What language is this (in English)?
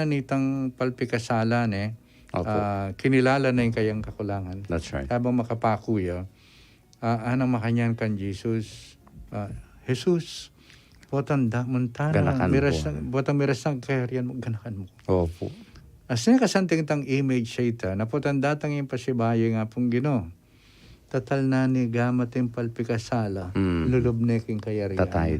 Pampanga